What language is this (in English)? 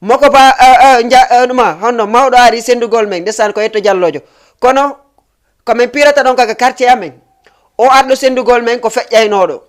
Fula